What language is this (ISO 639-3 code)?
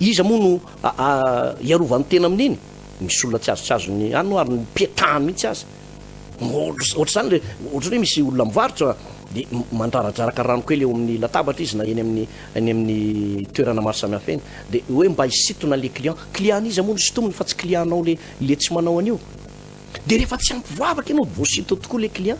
mlg